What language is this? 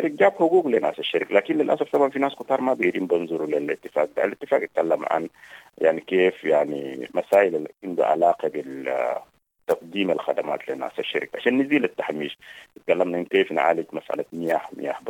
Sudanese Arabic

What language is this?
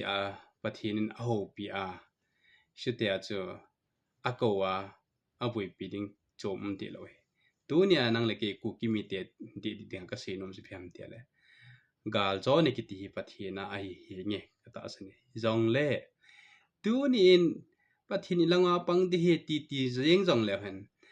Thado Chin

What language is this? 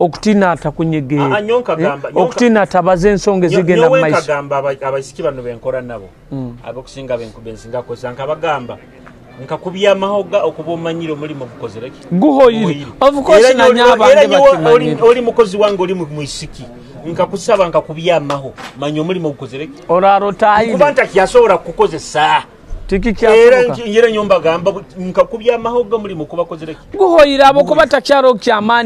Nyoro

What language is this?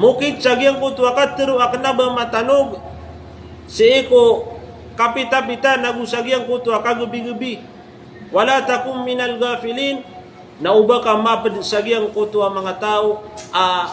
Maranao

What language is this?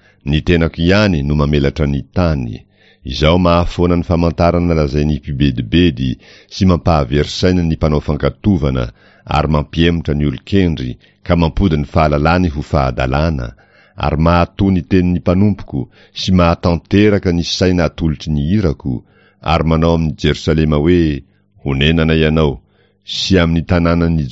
Malagasy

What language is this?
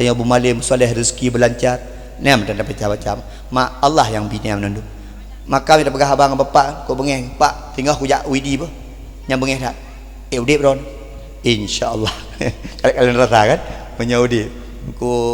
Achinese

